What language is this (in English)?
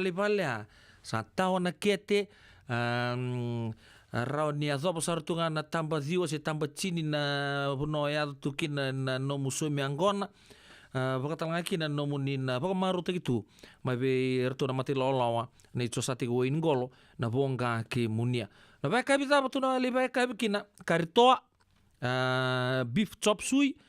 Fijian